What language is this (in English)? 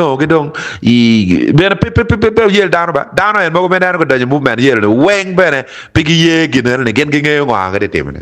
Acoli